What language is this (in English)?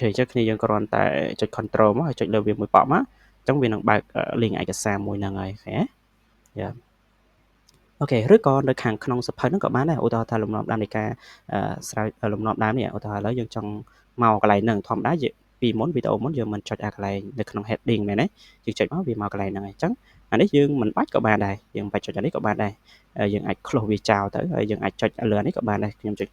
Khmer